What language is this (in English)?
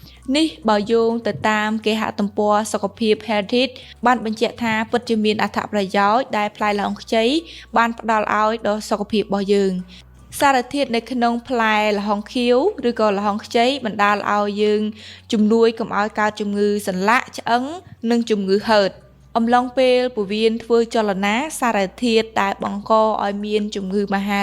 Khmer